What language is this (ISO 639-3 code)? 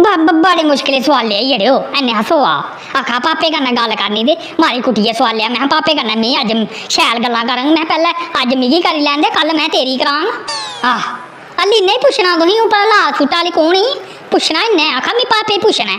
doi